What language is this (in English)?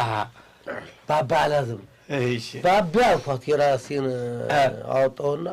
Amharic